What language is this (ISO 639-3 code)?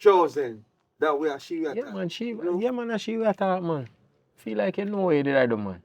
jam